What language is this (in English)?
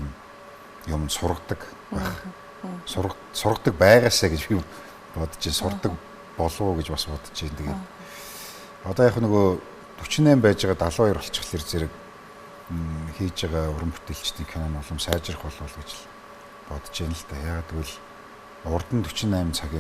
Mongolian